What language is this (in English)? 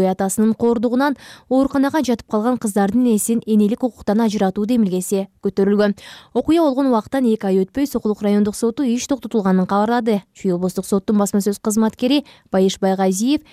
Kyrgyz